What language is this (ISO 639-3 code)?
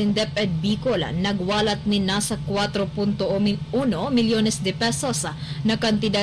bik